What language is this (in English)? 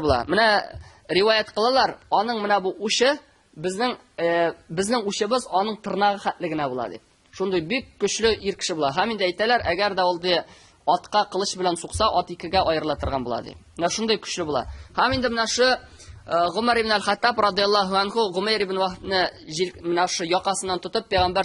Tatar